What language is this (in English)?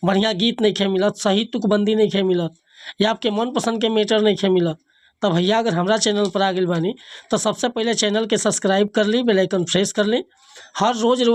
Bhojpuri